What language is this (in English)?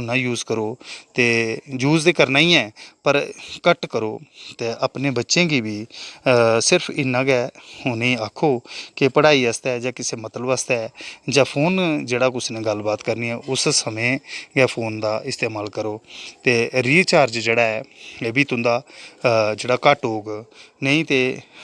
Dogri